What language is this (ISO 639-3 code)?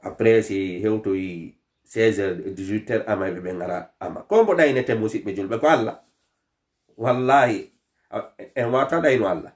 ful